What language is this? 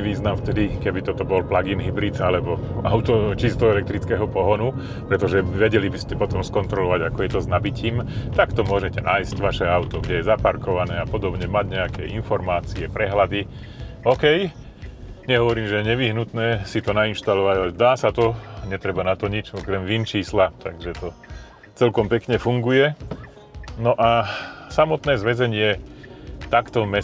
Slovak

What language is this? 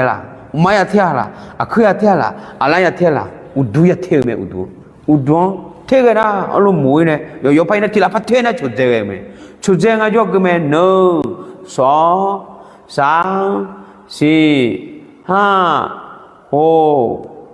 Akha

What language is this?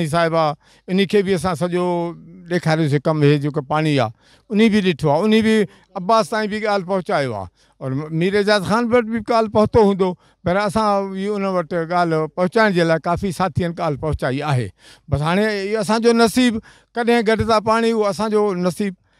Sindhi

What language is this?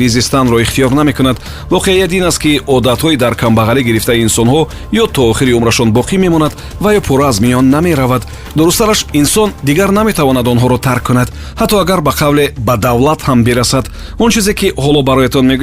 Tajik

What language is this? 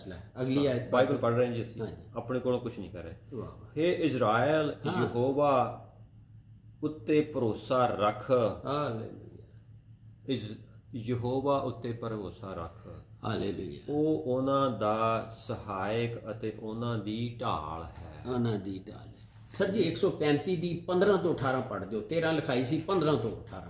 Punjabi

